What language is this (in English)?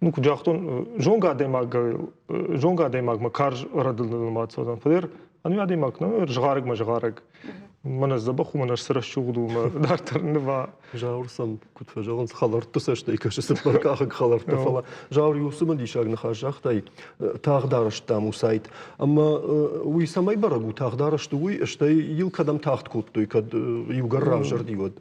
Ossetic